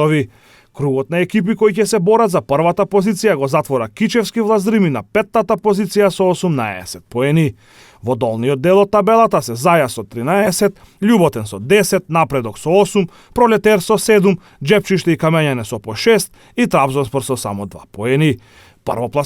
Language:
Macedonian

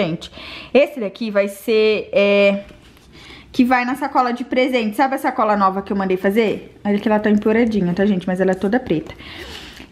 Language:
Portuguese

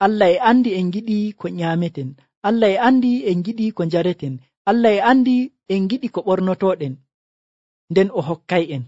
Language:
Nigerian Fulfulde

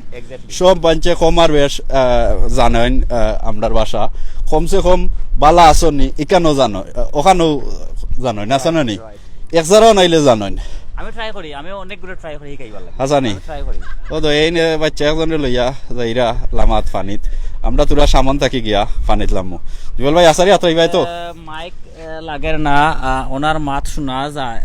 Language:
Sylheti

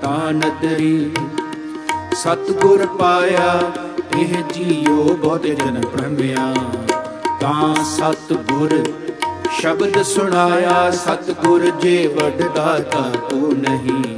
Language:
Punjabi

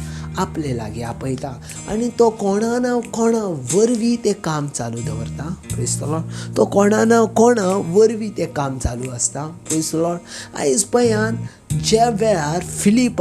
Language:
Konkani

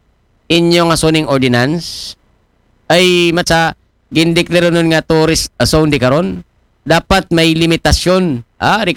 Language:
Aklanon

